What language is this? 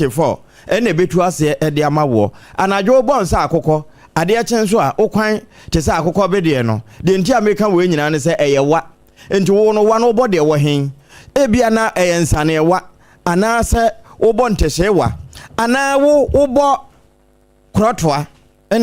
Akan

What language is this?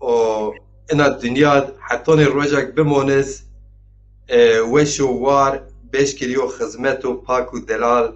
Zaza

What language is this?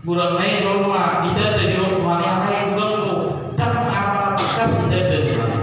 Batak Toba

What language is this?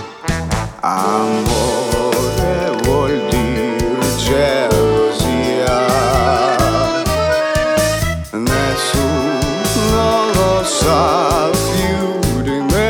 Italian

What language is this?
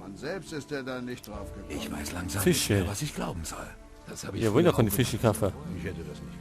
Bavarian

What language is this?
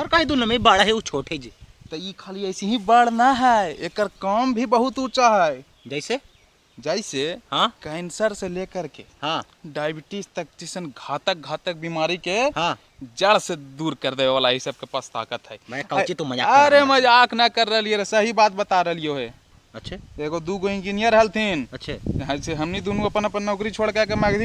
Magahi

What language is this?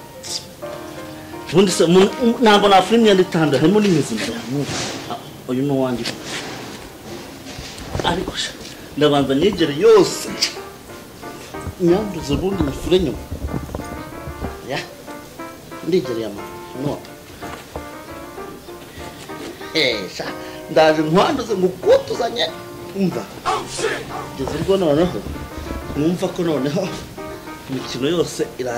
Kinyarwanda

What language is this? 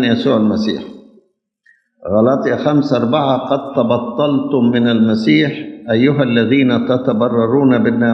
Egyptian Arabic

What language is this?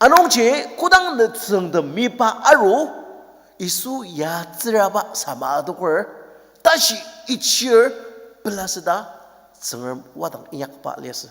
Ao Naga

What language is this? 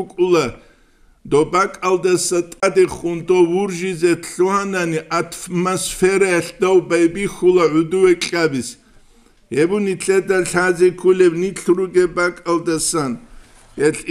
Avaric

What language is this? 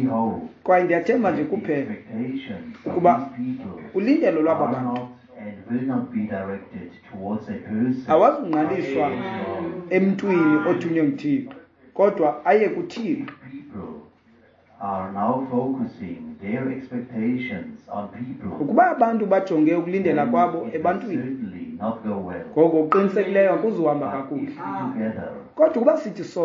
Xhosa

